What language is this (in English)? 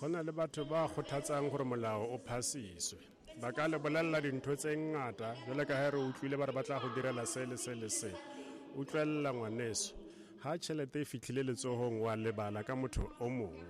Tswana